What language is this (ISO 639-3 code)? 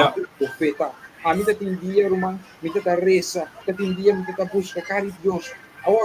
pap